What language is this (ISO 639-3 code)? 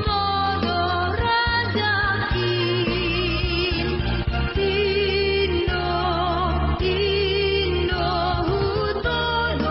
bts